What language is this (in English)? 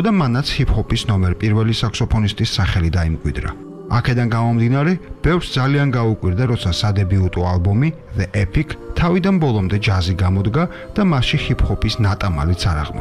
Georgian